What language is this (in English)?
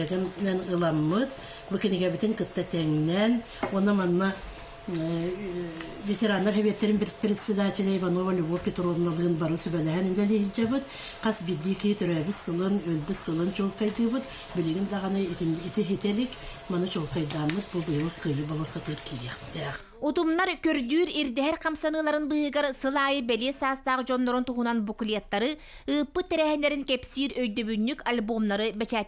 Yakut